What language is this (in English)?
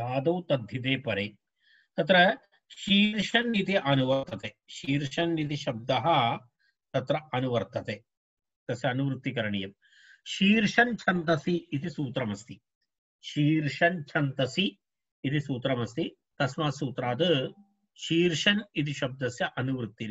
Sanskrit